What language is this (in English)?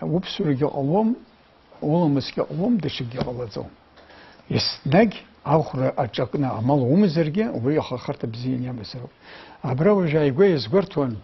Abkhazian